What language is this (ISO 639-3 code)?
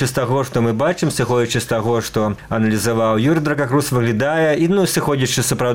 bel